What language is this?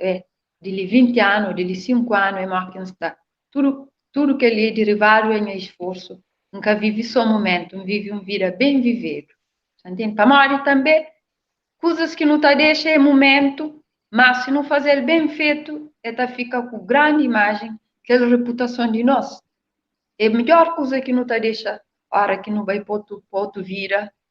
Kabuverdianu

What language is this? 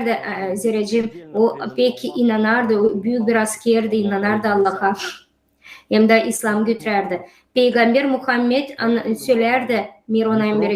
Gagauz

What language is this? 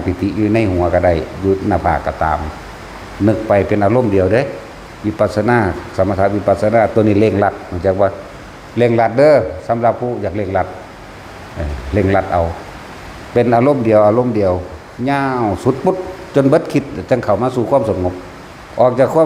Northeastern Thai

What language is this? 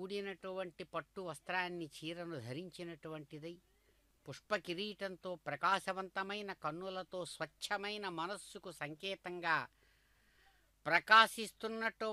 Telugu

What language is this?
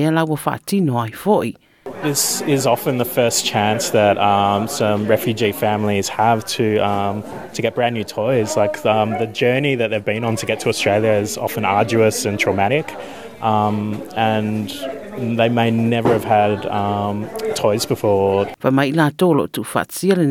Samoan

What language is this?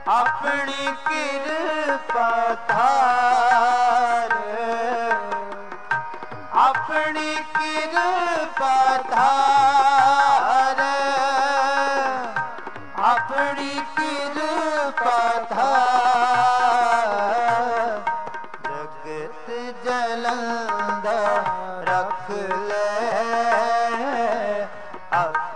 Punjabi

